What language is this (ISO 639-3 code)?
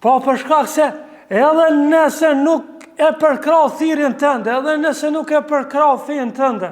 sqi